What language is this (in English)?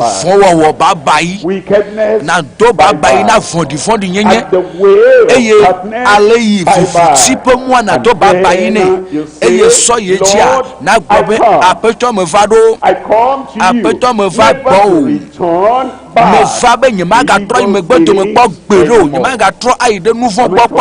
Ewe